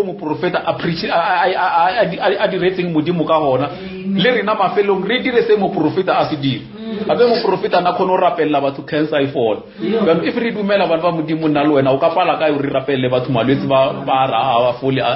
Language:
Northern Sotho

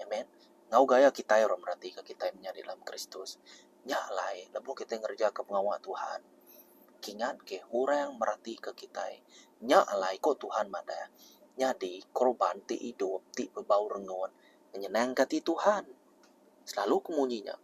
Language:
Iban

